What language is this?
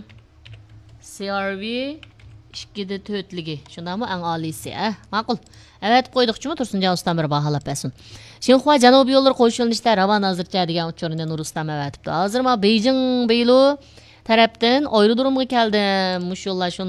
Uyghur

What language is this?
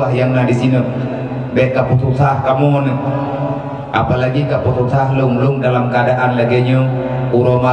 Achinese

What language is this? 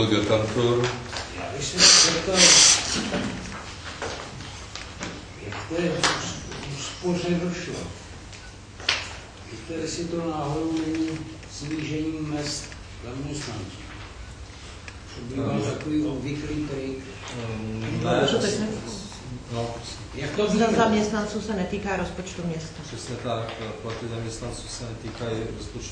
Czech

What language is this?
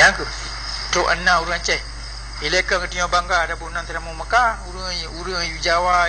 Achinese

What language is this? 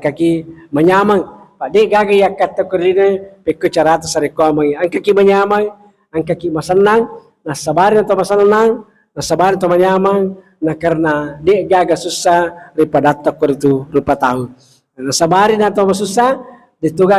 Buginese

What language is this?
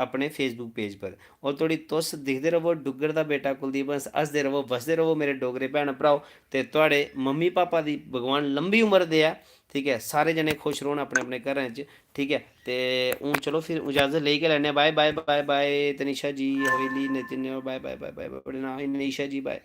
Dogri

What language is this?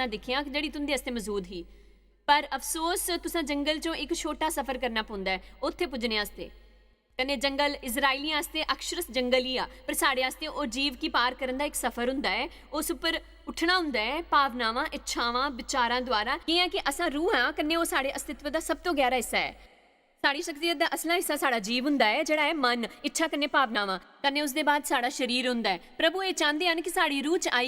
Dogri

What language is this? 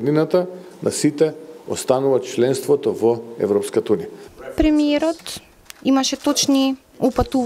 Macedonian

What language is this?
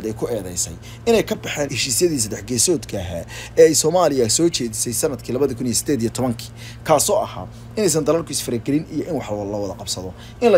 Somali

